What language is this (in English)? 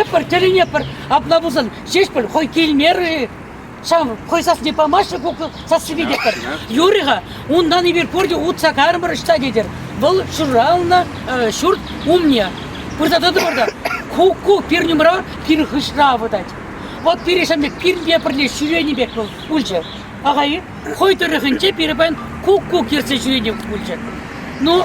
Chuvash